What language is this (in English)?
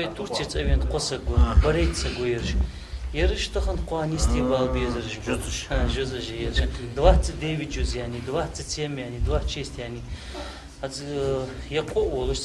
Ingush